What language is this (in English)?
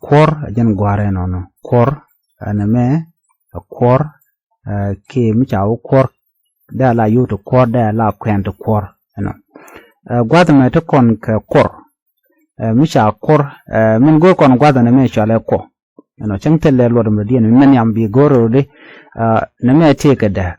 Nuer